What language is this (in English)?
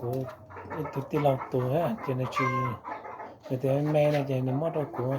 Hmong